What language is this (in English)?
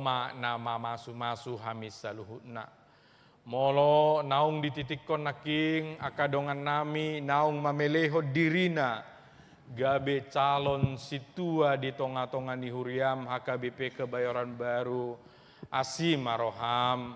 Batak Toba